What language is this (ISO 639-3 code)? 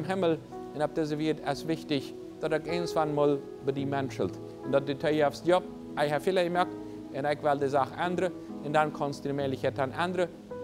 pdt